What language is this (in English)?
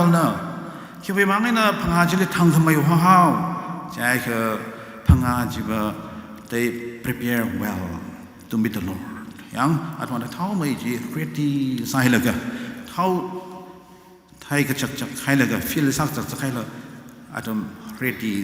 Tangkhul Naga (India)